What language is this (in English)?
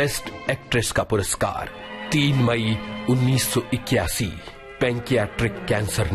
Hindi